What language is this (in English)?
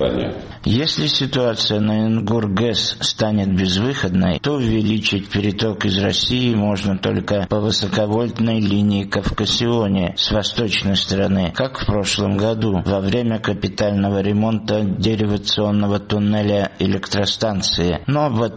Russian